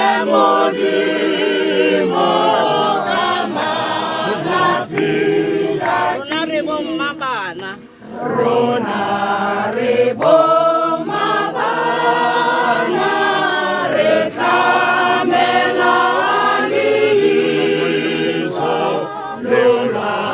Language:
Tswana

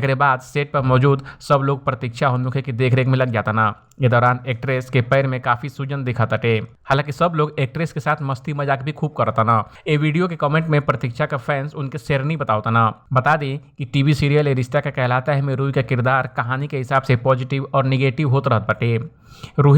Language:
Bhojpuri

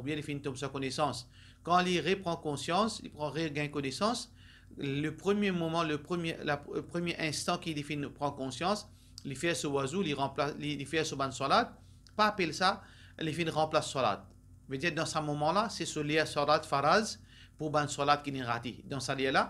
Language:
Morisyen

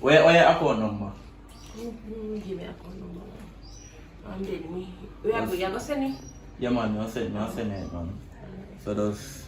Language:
Jamaican Creole English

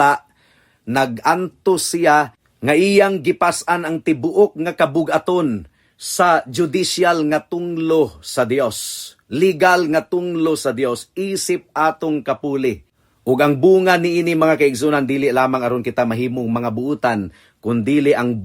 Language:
Cebuano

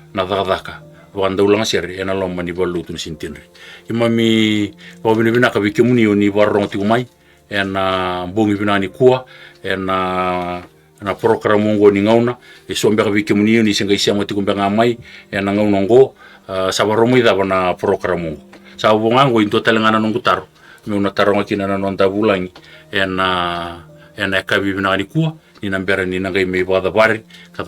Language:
Fijian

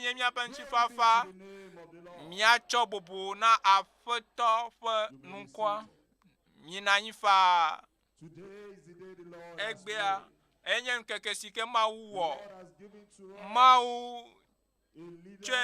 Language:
Ewe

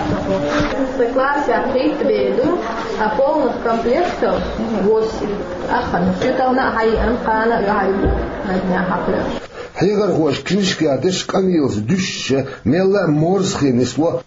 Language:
Chechen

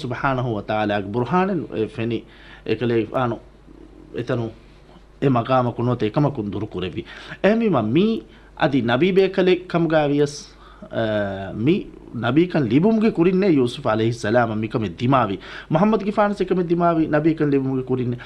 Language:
Divehi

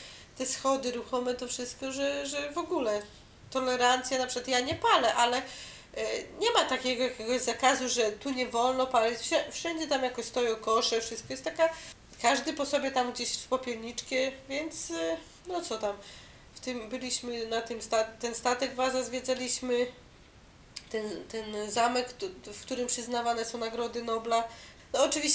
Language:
Polish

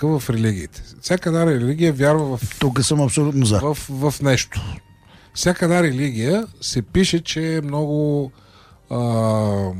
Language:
Bulgarian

